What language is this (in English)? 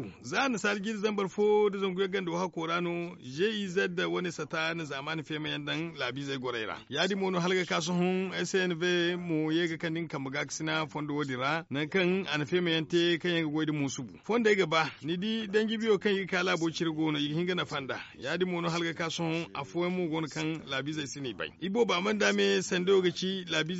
Zarma